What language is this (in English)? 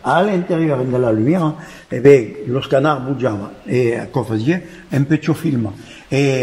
Occitan